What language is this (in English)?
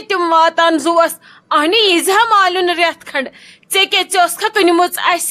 Kashmiri